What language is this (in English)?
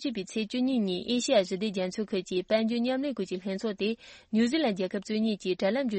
Tibetan